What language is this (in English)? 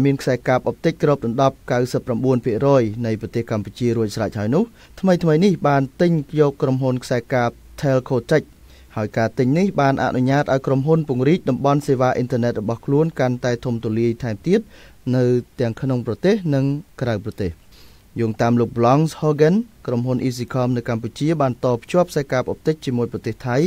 Khmer